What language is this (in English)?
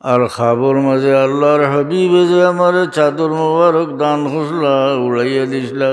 Sylheti